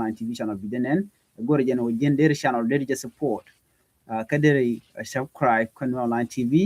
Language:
Nuer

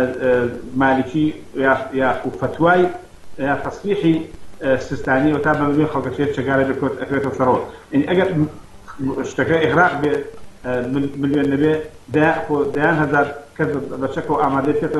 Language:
Central Kurdish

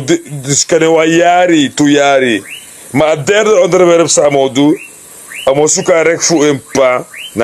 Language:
Sranan Tongo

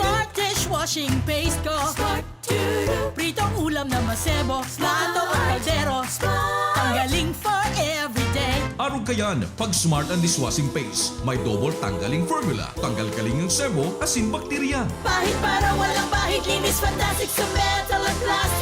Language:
Bikol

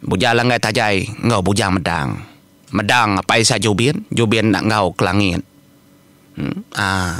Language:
Iban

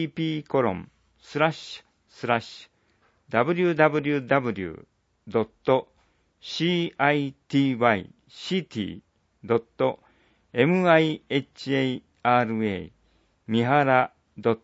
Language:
Japanese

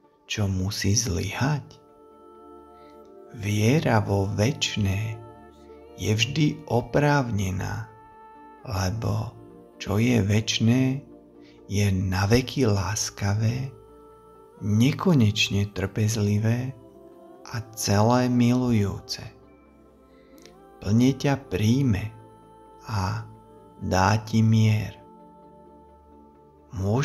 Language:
Slovak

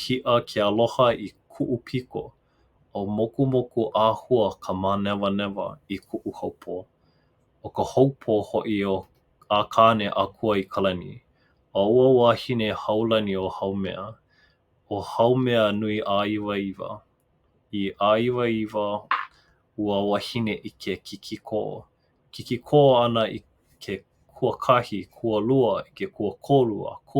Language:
Hawaiian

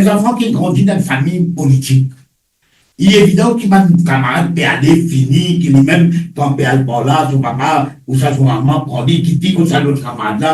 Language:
Morisyen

